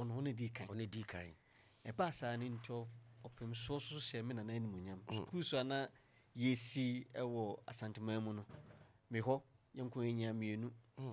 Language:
Akan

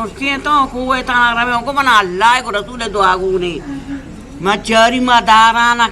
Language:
Eastern Balochi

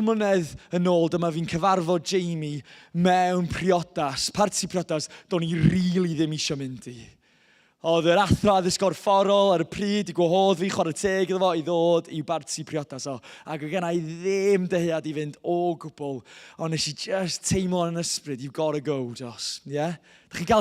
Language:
Welsh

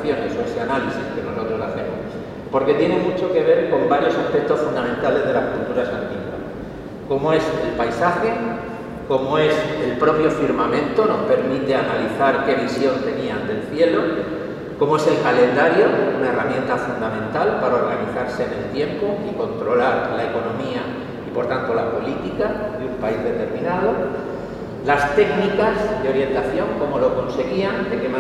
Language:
Spanish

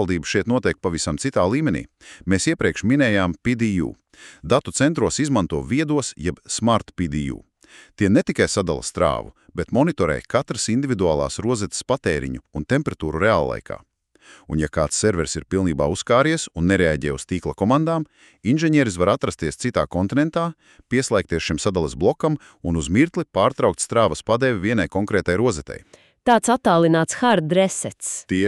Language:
Latvian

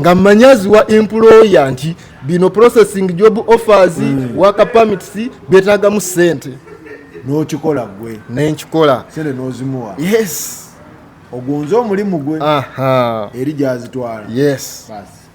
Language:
Ganda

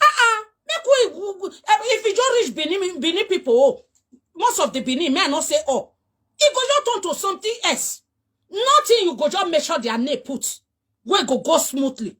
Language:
Nigerian Pidgin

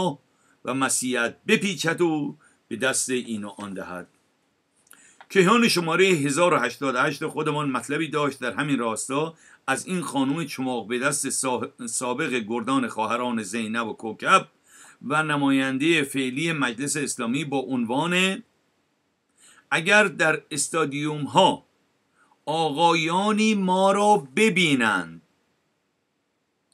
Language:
Persian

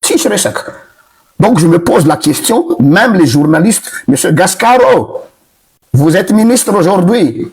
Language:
Malagasy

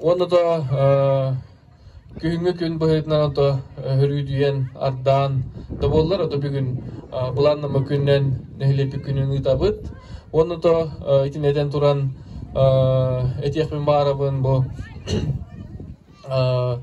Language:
Yakut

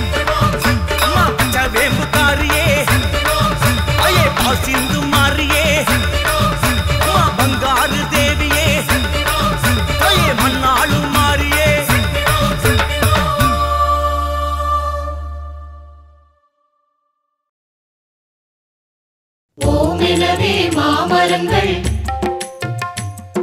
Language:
Tamil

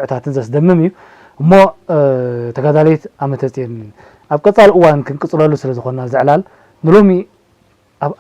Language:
Tigrinya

